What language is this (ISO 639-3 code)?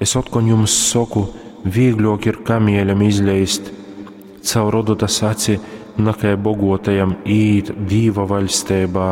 ltg